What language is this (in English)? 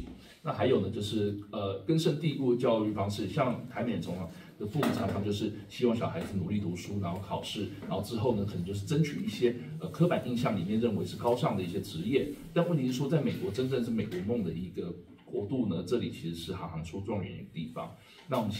Chinese